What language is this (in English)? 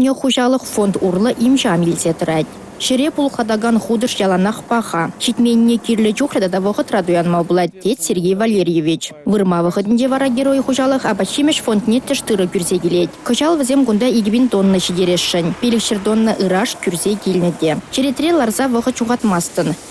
Chuvash